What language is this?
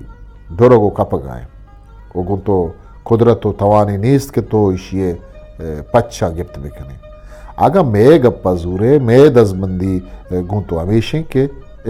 Eastern Balochi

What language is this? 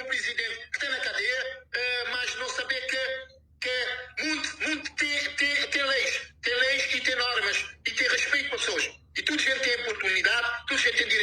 Kabuverdianu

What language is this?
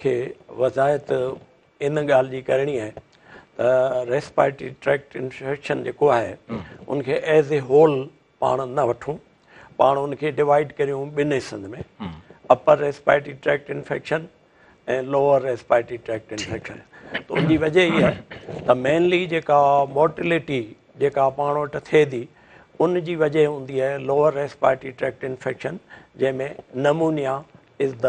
Sindhi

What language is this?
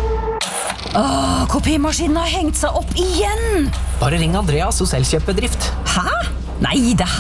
Norwegian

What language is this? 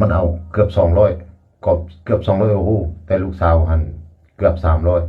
Lao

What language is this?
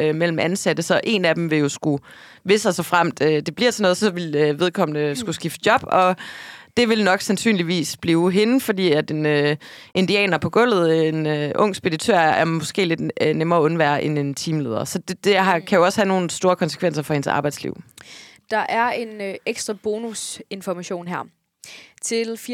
Danish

